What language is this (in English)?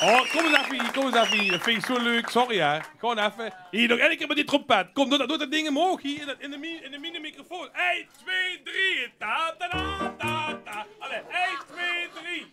Limburgish